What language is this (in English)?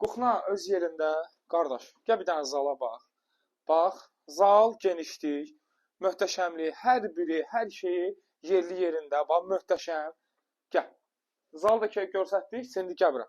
Azerbaijani